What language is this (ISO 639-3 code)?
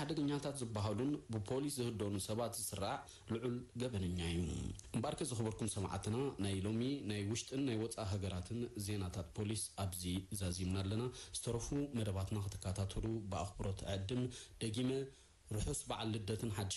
tir